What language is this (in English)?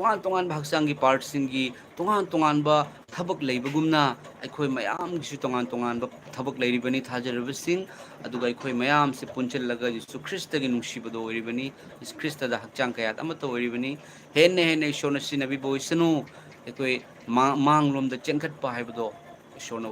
Manipuri